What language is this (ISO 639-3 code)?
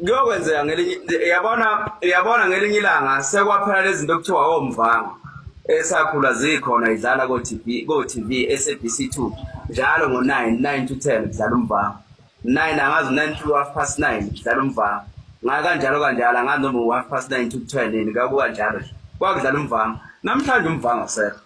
zul